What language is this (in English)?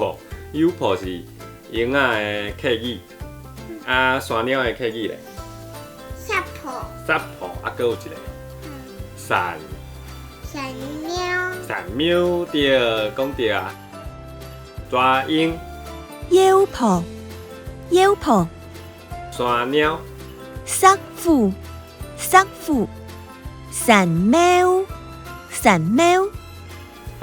Min Nan Chinese